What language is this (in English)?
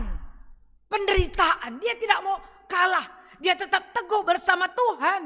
Batak Karo